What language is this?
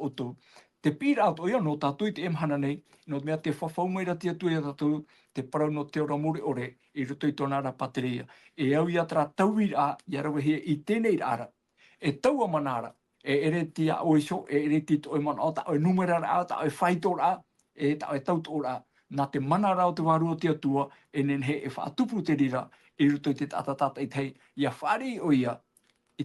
Tahitian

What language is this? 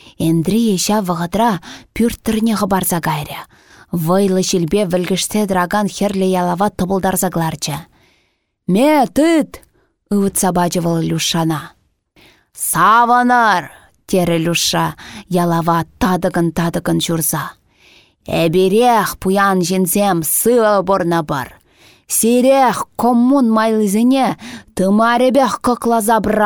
Chuvash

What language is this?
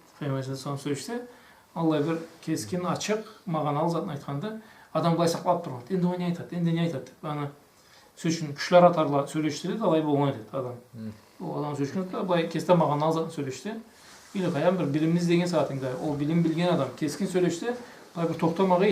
Karachay-Balkar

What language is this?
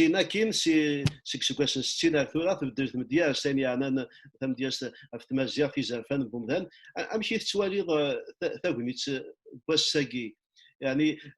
Kabyle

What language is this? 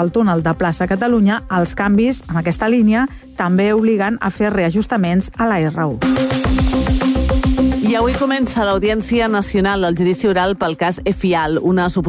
Catalan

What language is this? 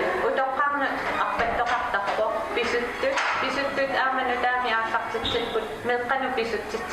Kalaallisut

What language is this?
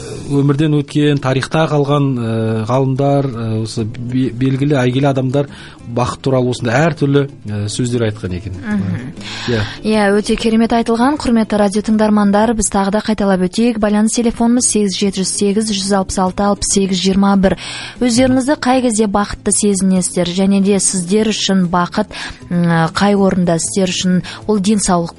Kazakh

